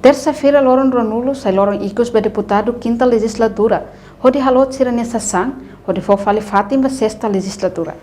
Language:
Tetum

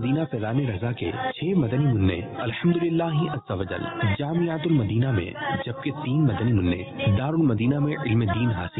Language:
Urdu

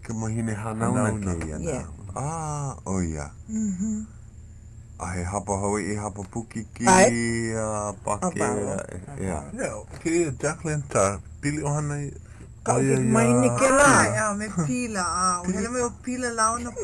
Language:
Hawaiian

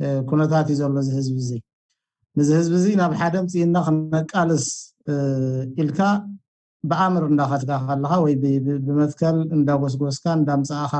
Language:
Tigrinya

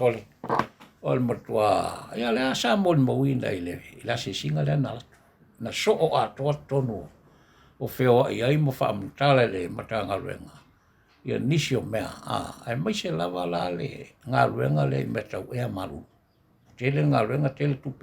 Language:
Samoan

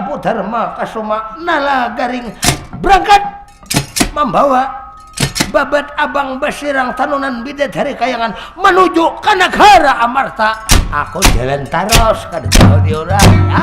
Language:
Banjar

